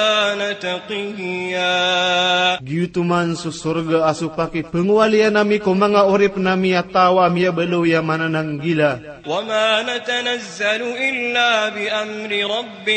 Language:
Maranao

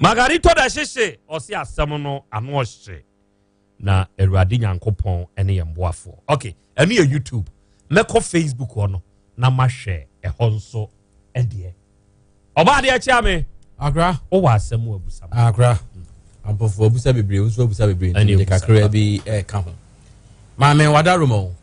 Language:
Akan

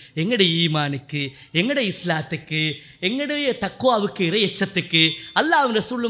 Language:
Tamil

